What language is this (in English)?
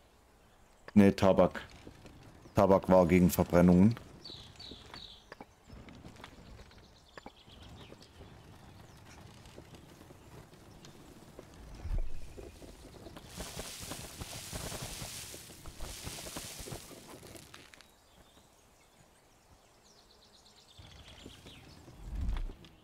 German